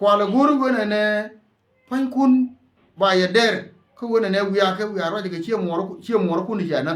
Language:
Nuer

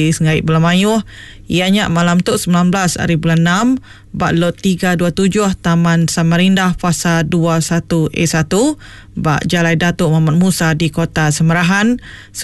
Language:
Iban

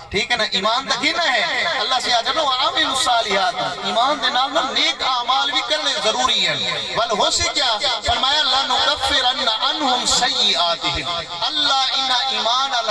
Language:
Saraiki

